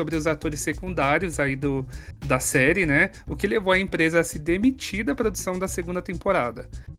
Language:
Portuguese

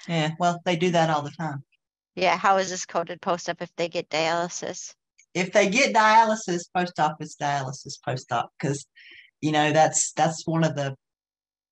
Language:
English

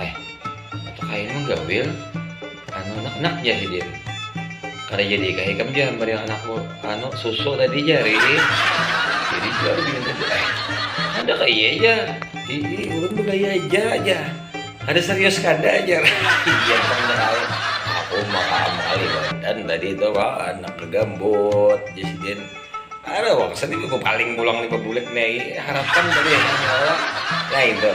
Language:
Banjar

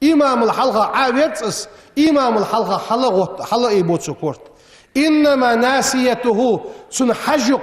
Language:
Ingush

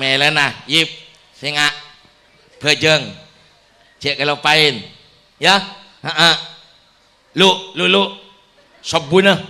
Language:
Madurese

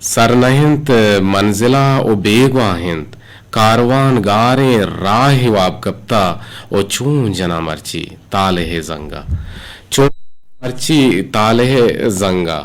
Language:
Eastern Balochi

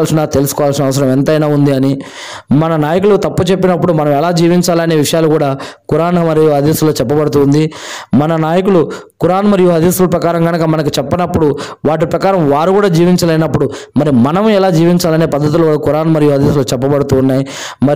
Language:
Telugu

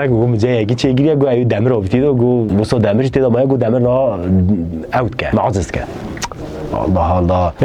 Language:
Kurdish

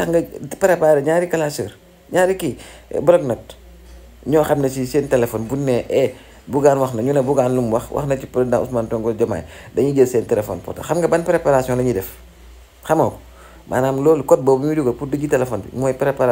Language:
Wolof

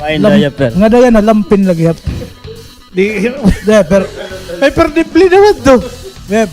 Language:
Waray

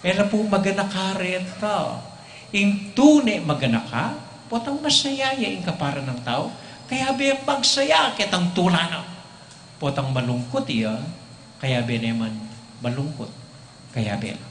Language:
Pampanga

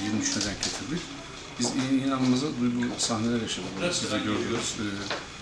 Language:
Turkish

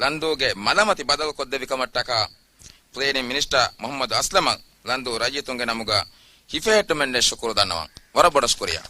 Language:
Divehi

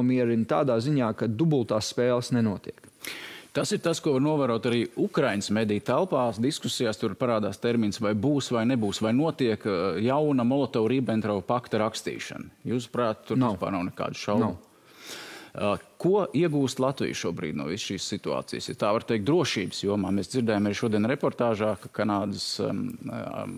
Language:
Latvian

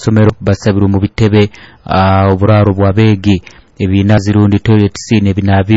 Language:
Nyoro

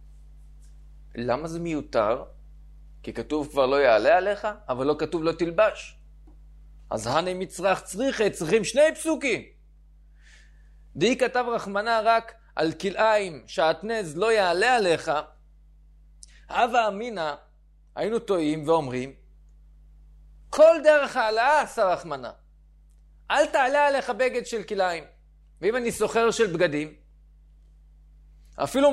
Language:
Hebrew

